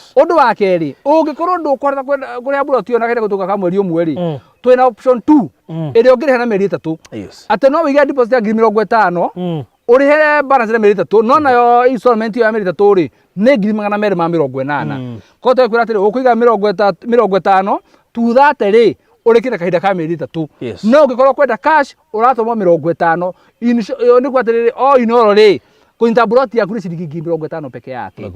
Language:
Kikuyu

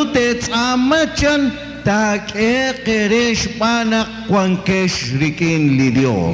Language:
Kekchí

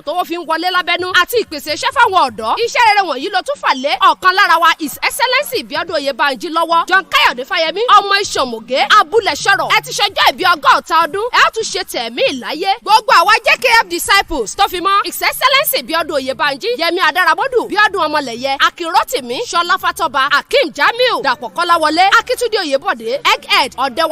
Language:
Yoruba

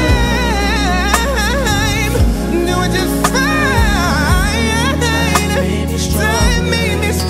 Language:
English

